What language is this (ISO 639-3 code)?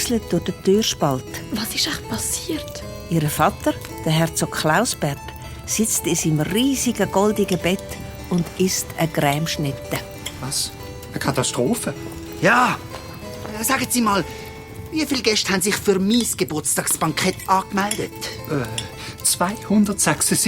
gsw